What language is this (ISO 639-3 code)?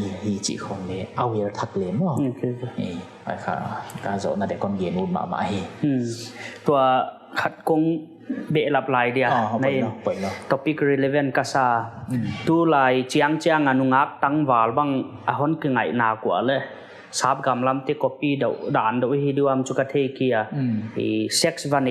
pck